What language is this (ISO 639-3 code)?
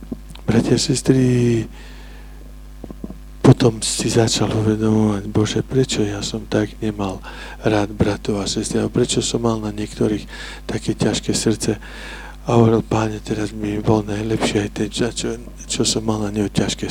slk